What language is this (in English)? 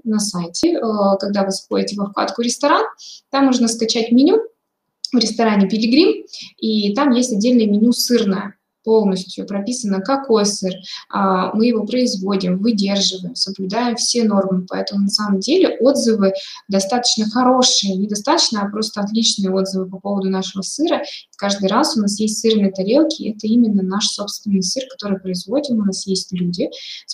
Russian